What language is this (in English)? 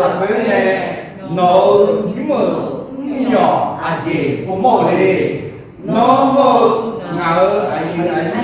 Akha